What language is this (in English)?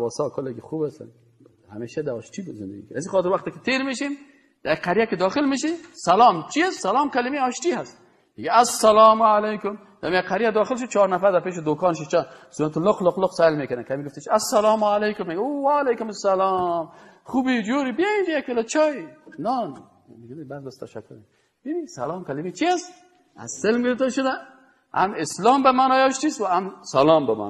Persian